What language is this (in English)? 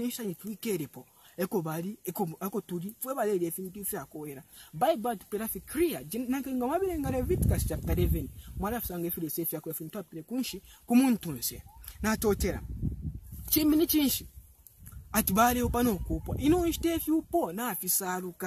Bemba